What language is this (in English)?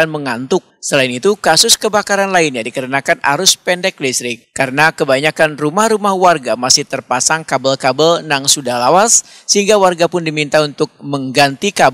Banjar